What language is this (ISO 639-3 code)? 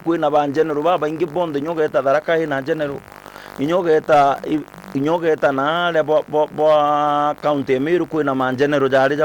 mer